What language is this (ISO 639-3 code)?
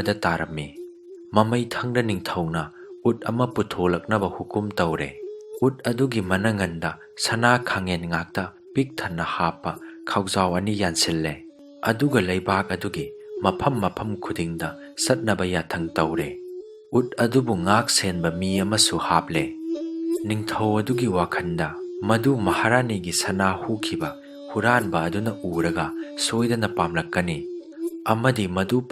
mni